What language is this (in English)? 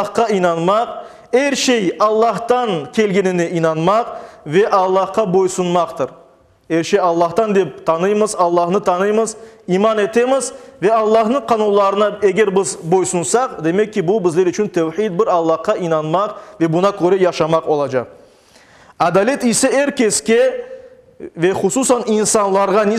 Crimean Tatar